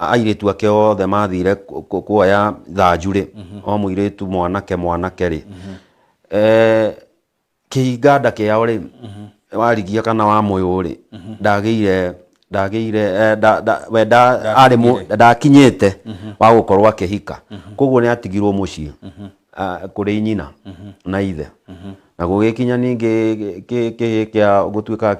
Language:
Kikuyu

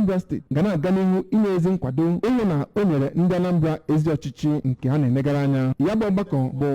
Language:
Igbo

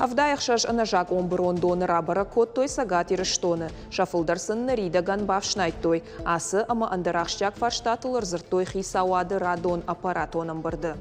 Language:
Ossetic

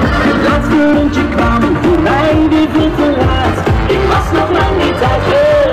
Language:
Dutch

